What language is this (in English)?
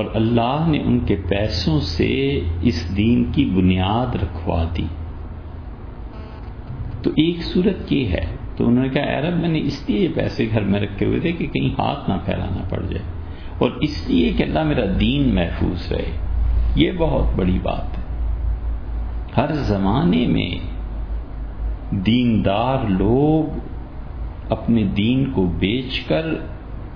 Urdu